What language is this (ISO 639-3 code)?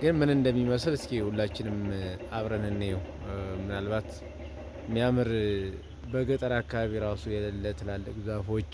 amh